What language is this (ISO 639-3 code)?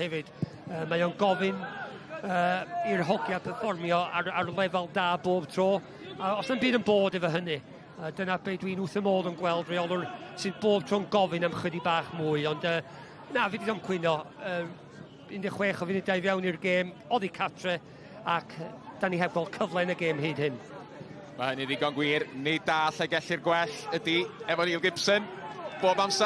cym